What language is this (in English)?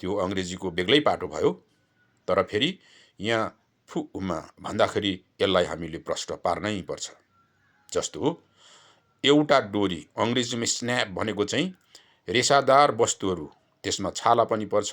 Nepali